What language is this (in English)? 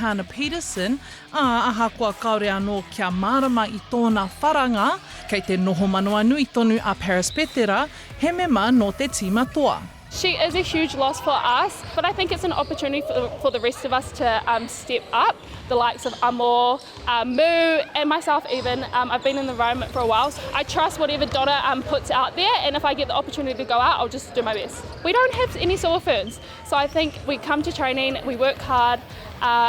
Māori